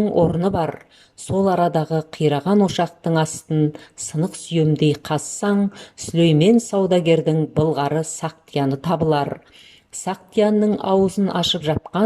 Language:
Kazakh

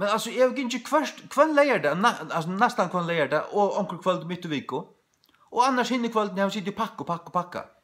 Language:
Faroese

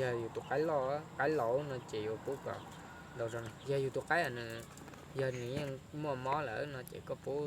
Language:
Hmong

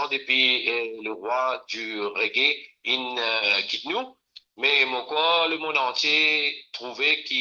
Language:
Morisyen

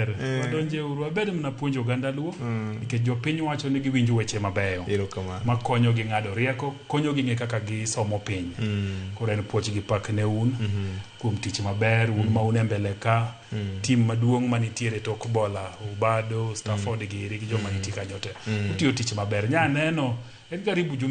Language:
Luo (Kenya and Tanzania)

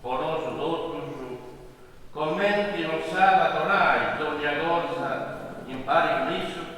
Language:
Sardinian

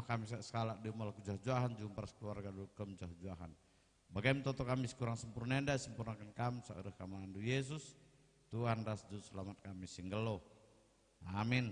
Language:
Batak Karo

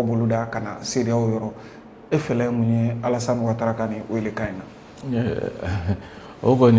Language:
Bambara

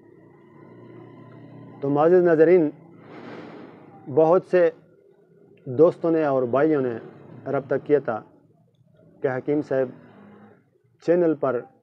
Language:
Urdu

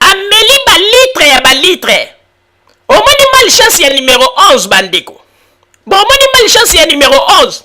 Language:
Lingala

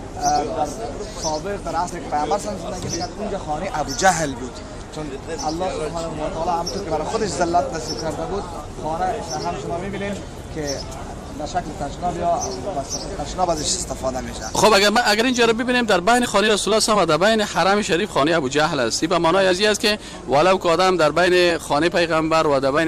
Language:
Persian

